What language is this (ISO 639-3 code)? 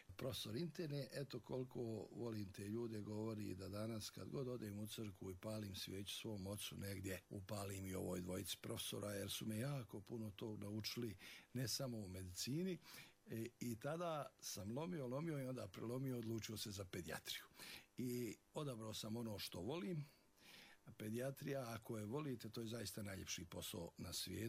bos